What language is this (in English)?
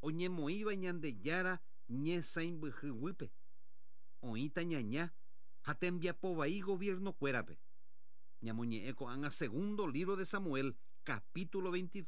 Guarani